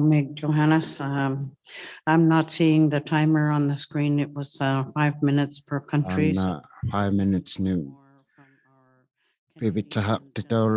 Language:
Inuktitut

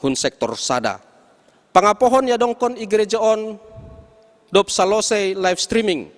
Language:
Batak Simalungun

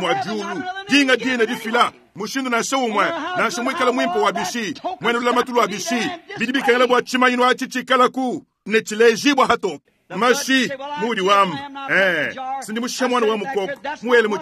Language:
Luba-Lulua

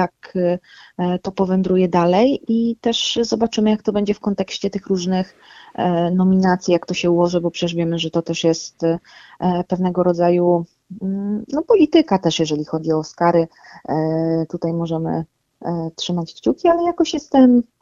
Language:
Polish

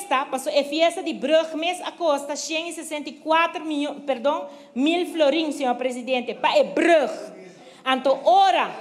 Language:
Papiamento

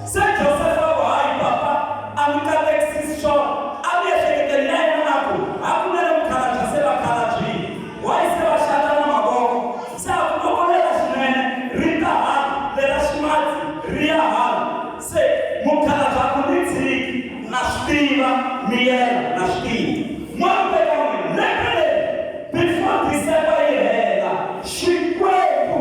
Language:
Tsonga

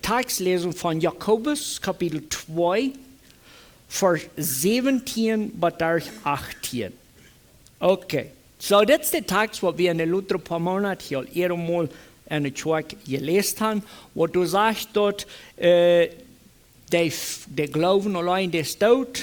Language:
Plautdietsch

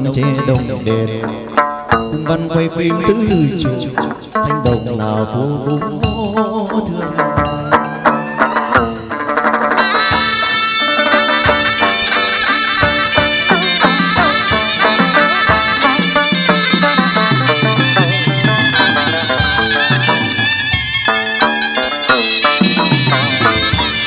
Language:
Vietnamese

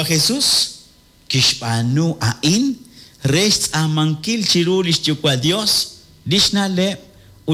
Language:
Kekchí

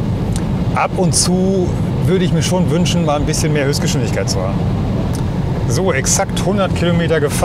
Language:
German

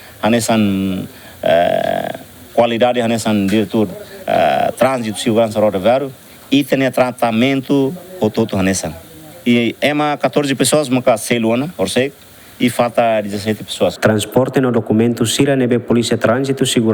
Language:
Tetum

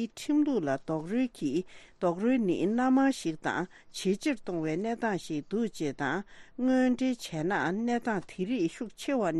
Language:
Tibetan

